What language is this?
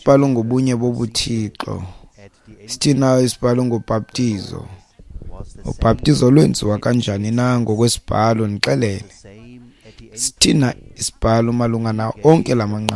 Xhosa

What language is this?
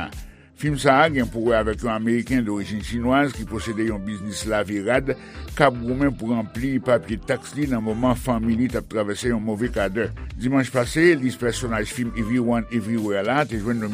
Haitian Creole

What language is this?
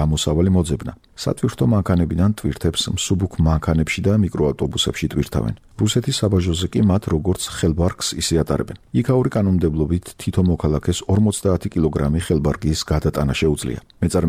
Georgian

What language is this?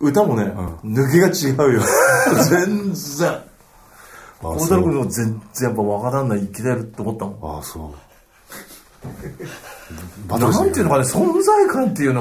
Japanese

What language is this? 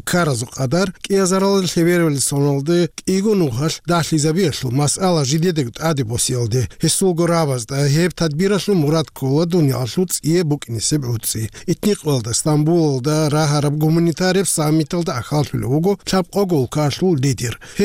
Avaric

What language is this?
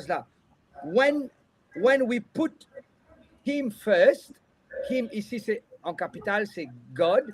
Morisyen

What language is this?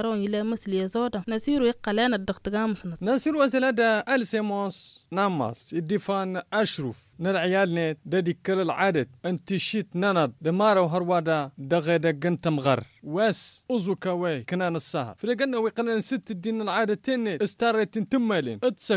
Tamasheq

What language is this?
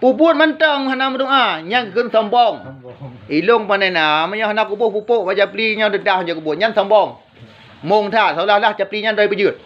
Achinese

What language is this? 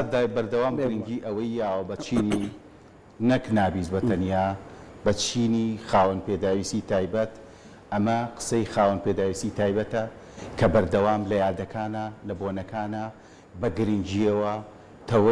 Central Kurdish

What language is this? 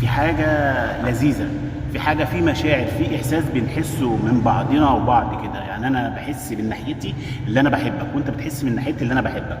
Egyptian Arabic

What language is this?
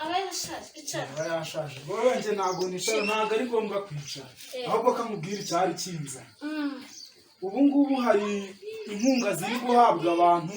Kinyarwanda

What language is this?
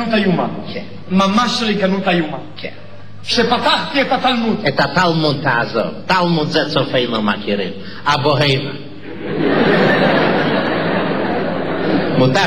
Hebrew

